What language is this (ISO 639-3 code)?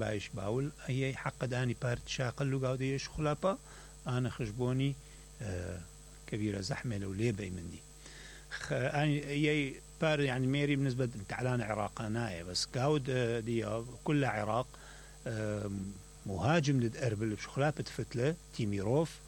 acm